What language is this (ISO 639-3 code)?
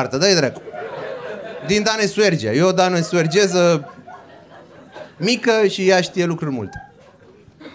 ron